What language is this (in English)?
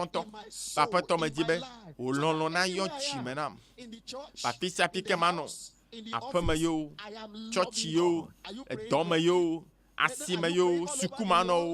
Ewe